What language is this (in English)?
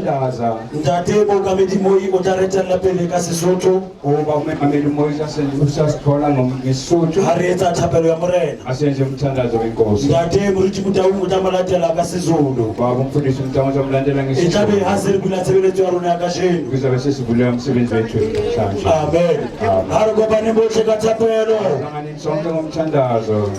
Southern Sotho